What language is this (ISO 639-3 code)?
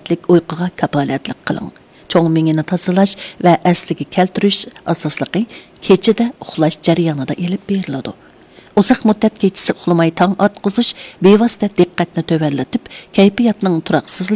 uig